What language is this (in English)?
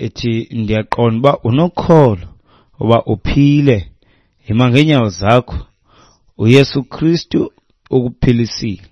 Xhosa